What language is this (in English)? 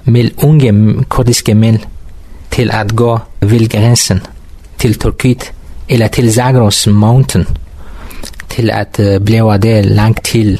Danish